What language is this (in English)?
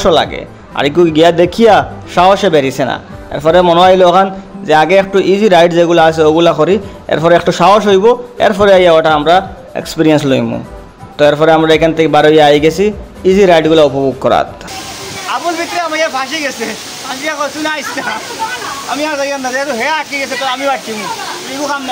Sylheti